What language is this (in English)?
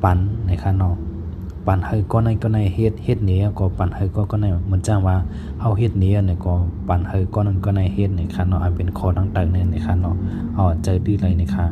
Shan